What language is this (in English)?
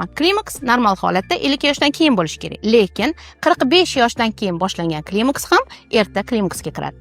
Uzbek